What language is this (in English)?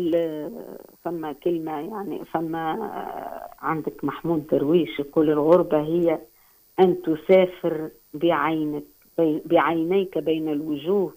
Tunisian Arabic